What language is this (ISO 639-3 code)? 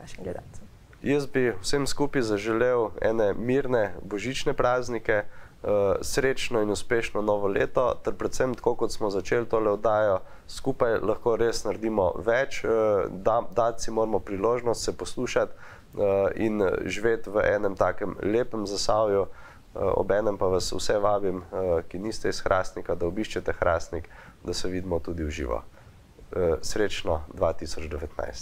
slv